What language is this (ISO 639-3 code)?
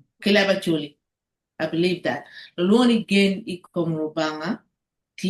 ach